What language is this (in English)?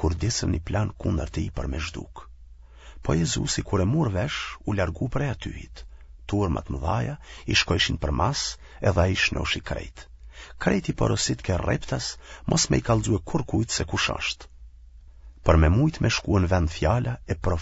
Albanian